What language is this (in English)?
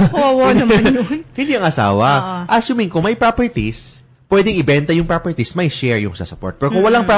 Filipino